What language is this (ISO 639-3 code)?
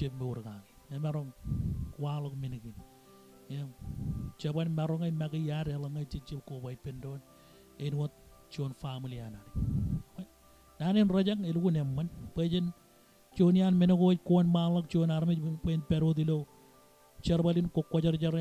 mah